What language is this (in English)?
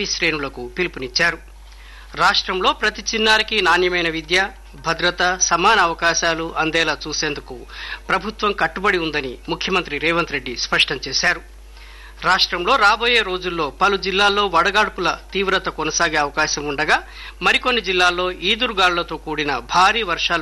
Telugu